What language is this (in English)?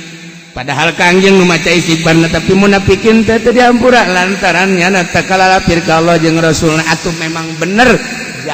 Sundanese